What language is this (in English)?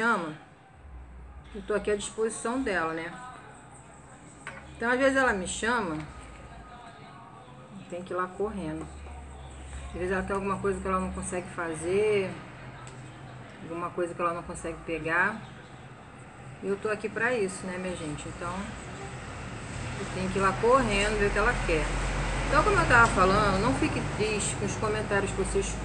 Portuguese